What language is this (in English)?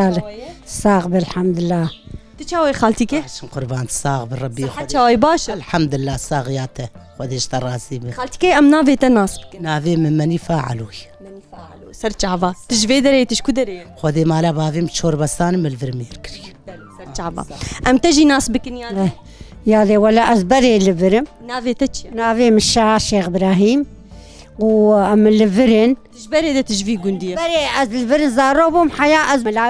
Kurdish